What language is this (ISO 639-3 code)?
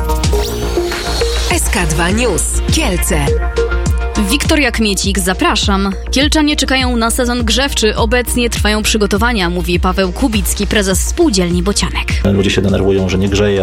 pol